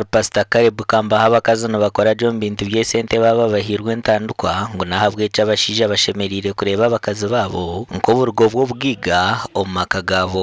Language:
Nyankole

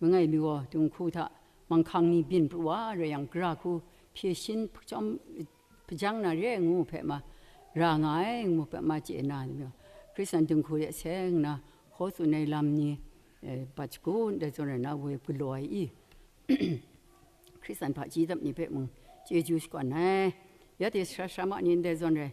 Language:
Kachin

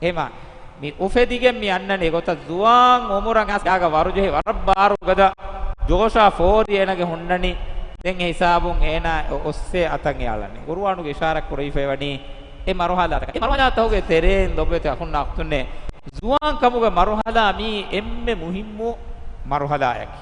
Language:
Divehi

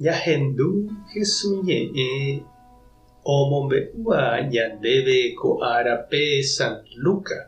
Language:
Guarani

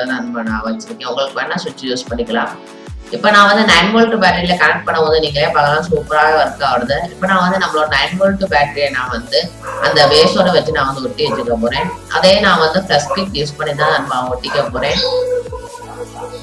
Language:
Tamil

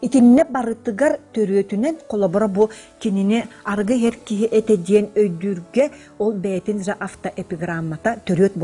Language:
Yakut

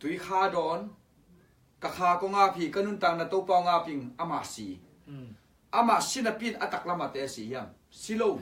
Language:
Tedim Chin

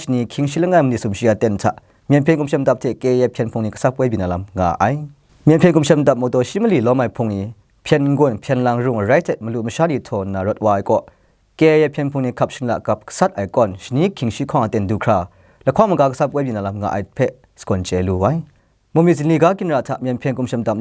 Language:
Kachin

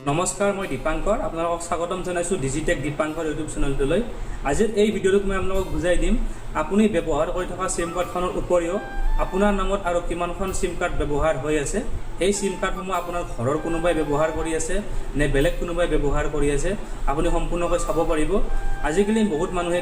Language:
Assamese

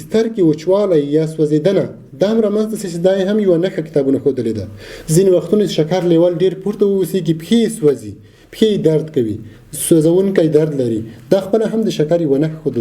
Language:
Pashto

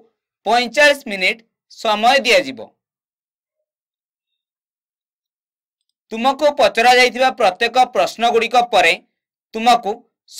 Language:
Odia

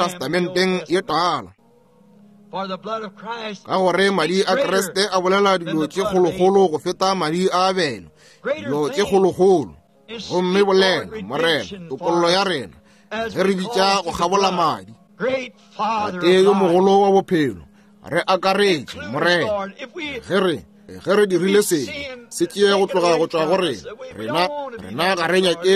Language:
Northern Sotho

